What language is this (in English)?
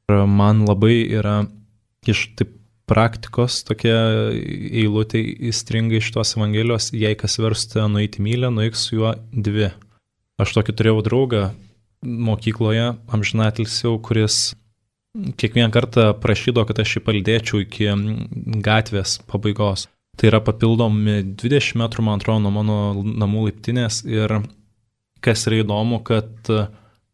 Lithuanian